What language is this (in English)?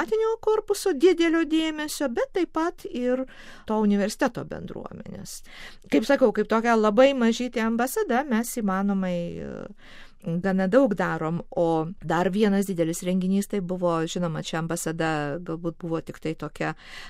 Lithuanian